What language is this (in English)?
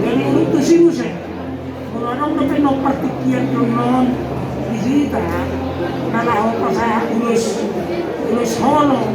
Batak Toba